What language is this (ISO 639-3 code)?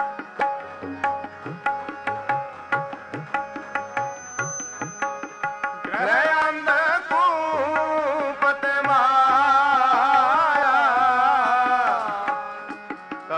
pan